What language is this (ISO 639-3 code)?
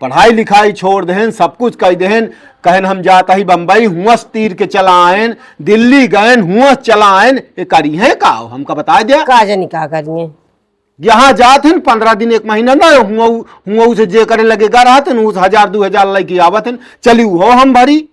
awa